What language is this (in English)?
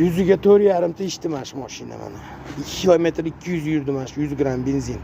Uzbek